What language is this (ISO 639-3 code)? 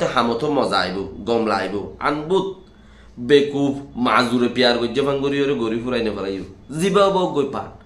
rhg